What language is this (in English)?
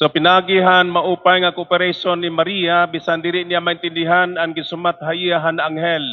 Waray